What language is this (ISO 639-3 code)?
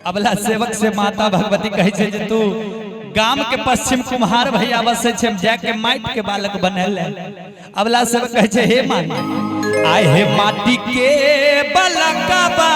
mai